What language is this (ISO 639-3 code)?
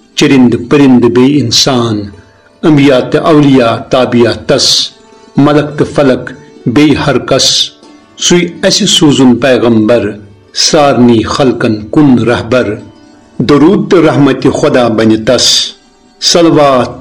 kas